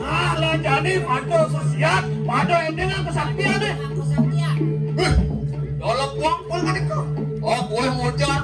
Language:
Balinese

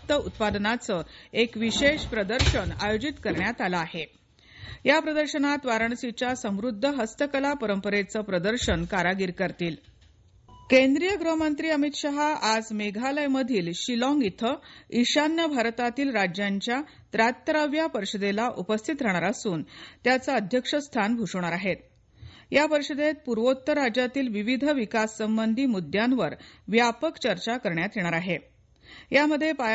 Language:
Marathi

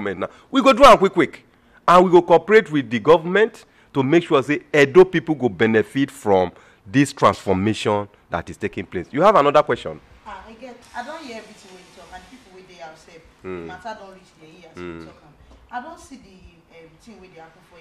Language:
Nigerian Pidgin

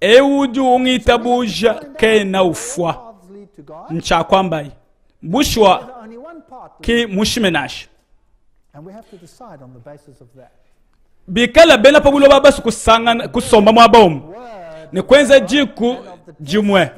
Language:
Luba-Lulua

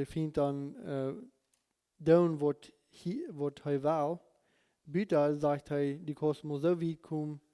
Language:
Plautdietsch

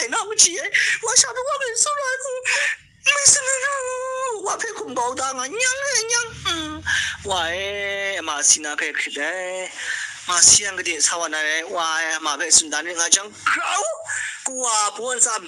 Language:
Kachin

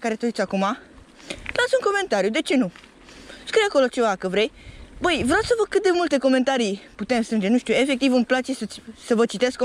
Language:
Romanian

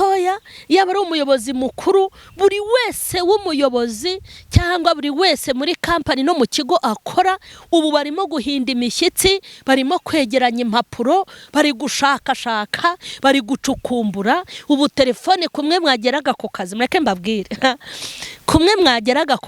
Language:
Kinyarwanda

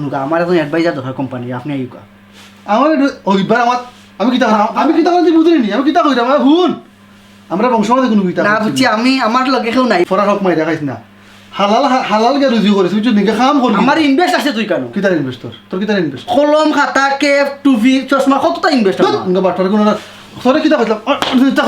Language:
Sylheti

